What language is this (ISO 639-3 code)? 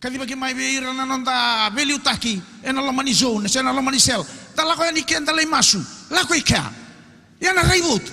fij